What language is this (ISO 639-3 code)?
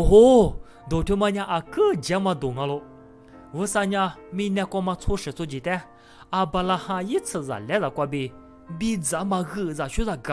lis